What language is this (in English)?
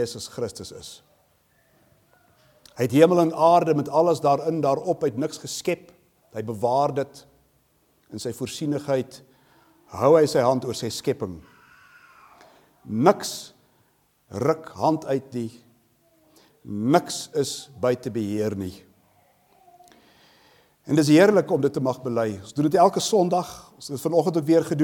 Afrikaans